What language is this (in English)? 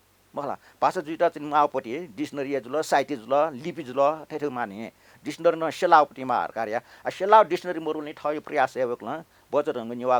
Newari